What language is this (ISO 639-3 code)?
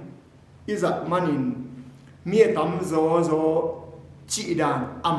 ctd